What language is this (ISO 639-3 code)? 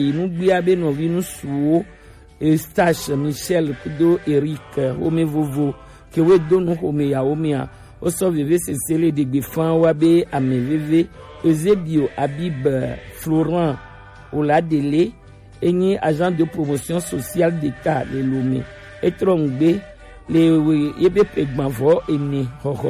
gej